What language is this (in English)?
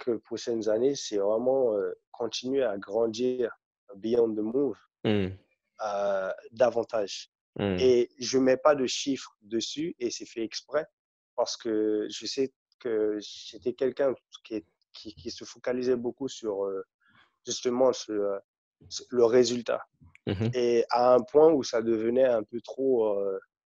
French